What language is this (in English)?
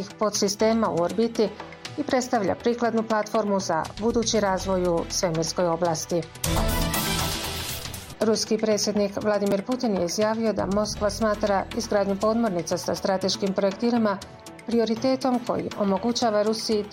Bosnian